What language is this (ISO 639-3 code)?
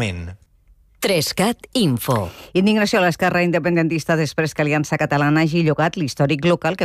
cat